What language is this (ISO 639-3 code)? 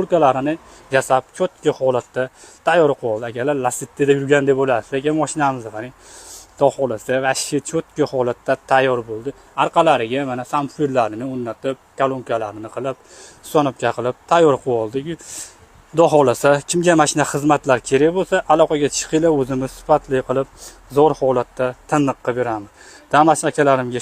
uzb